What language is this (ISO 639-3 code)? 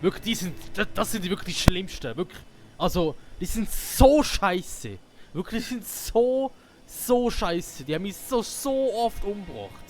gsw